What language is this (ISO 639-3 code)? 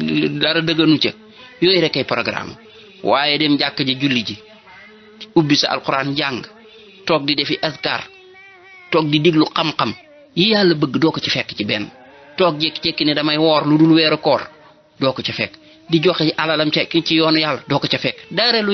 wol